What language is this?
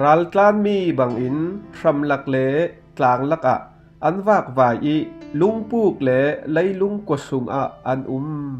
Falam Chin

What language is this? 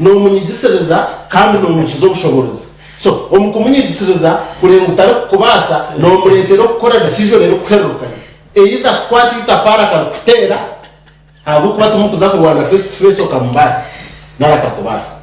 Nyankole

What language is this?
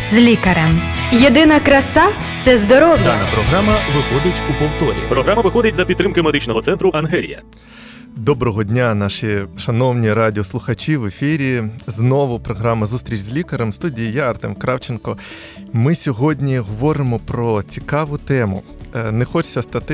Ukrainian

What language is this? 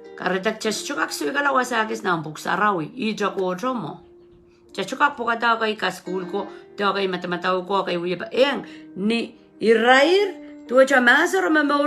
Pohnpeian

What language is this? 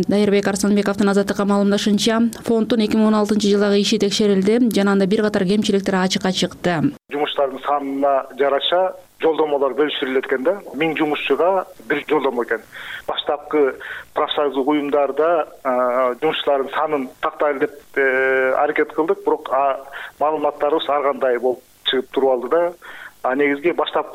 Kyrgyz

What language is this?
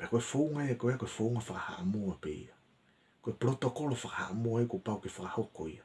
Tongan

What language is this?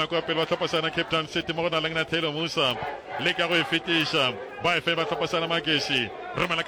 Northern Sotho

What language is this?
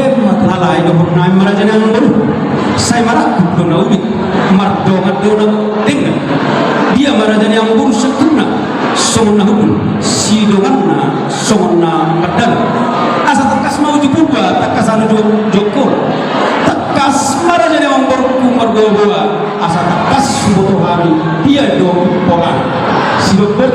Batak Toba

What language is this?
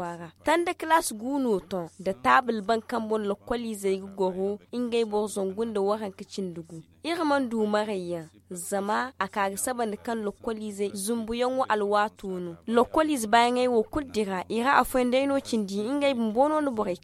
Zarma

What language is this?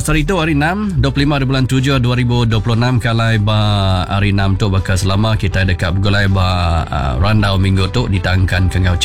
Iban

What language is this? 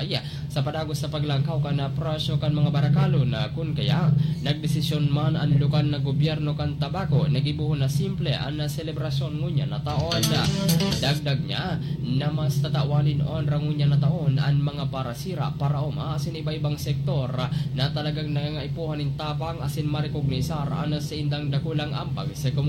Bikol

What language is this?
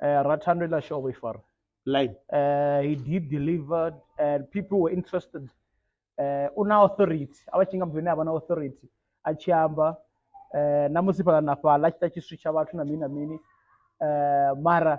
Venda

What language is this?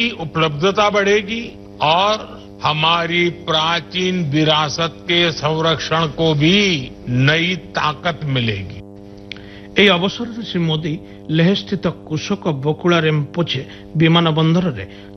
Odia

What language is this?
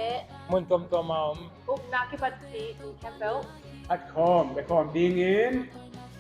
Tedim Chin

